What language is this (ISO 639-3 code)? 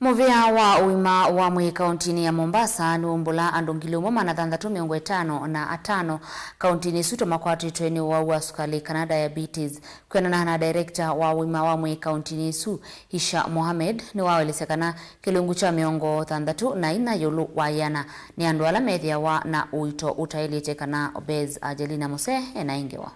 kam